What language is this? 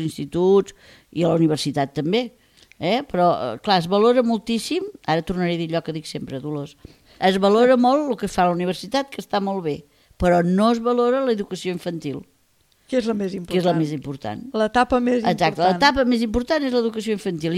Catalan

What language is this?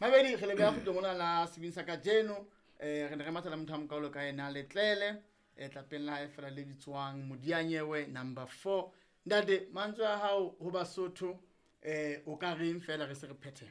Southern Sotho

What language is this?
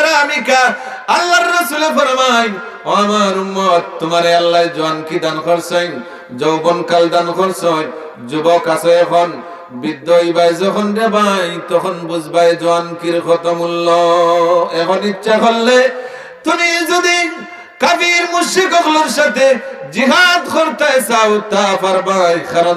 Sylheti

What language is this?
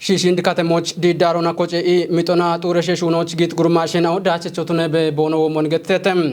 Kafa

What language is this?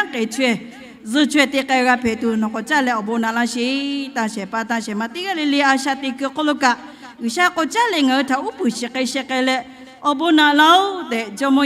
Lahu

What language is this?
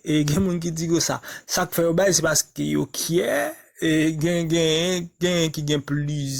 Haitian Creole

